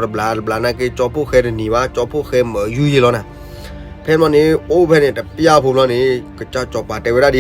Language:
S'gaw Karen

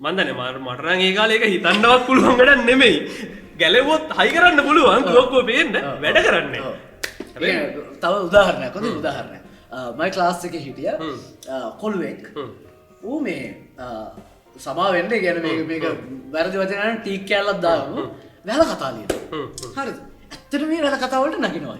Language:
Sinhala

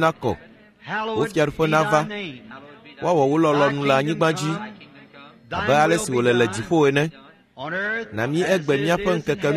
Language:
Ewe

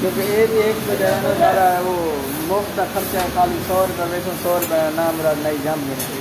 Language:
Saraiki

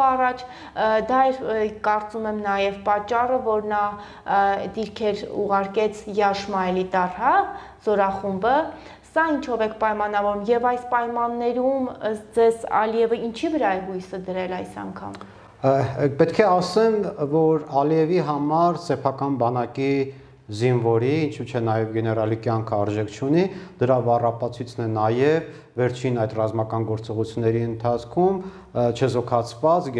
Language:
Armenian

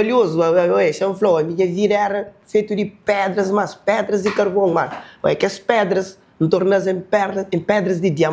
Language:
Kabuverdianu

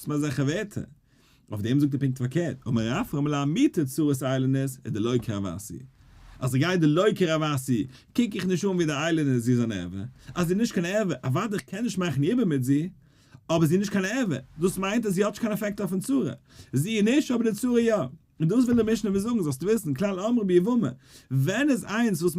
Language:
Yiddish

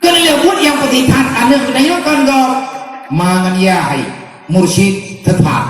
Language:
Achinese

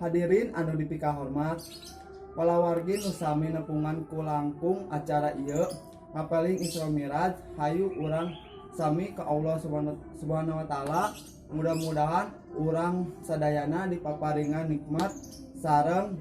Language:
Sundanese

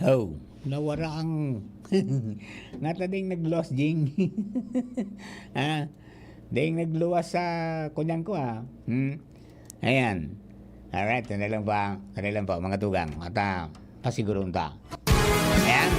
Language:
Bikol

